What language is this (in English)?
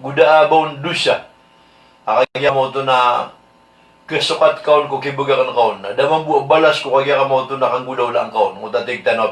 Maranao